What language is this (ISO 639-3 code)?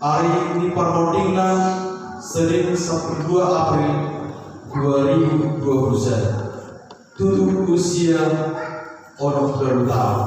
bbc